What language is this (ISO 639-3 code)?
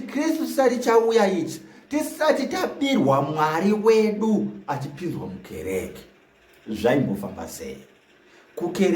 sna